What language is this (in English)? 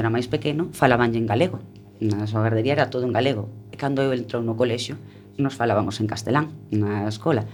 Galician